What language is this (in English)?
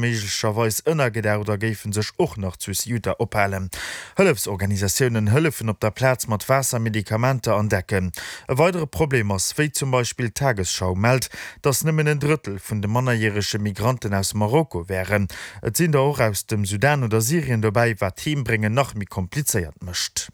Luxembourgish